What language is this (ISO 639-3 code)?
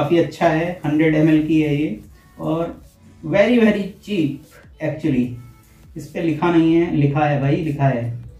hin